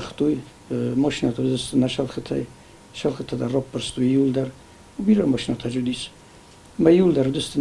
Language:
Ossetic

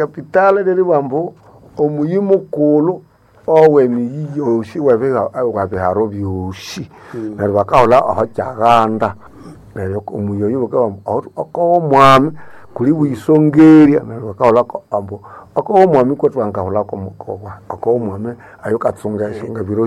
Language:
Nande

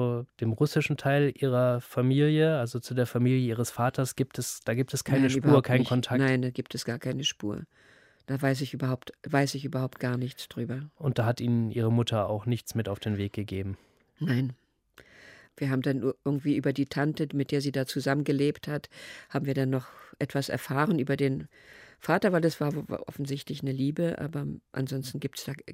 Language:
German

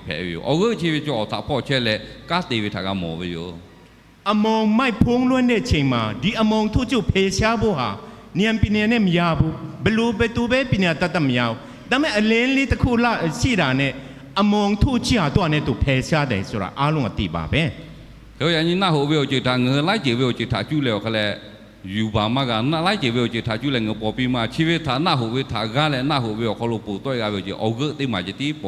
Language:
Lahu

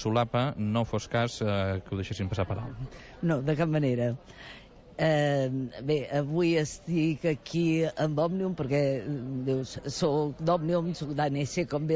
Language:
Catalan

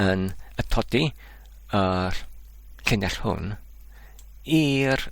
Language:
Welsh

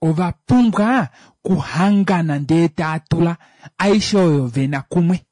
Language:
Kuanyama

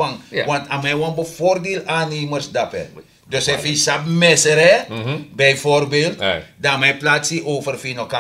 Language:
Sranan Tongo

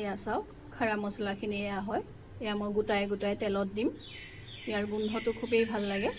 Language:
Assamese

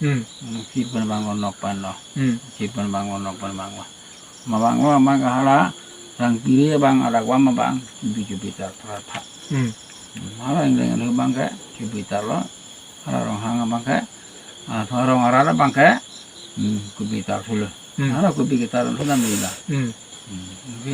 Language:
Karbi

